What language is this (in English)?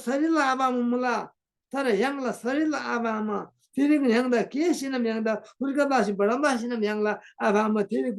Eastern Tamang